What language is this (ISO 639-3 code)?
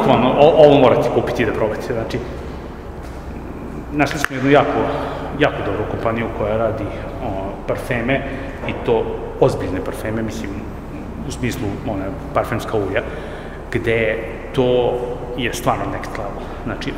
srp